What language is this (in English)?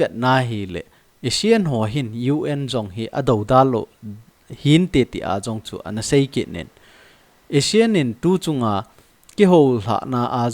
Thado Chin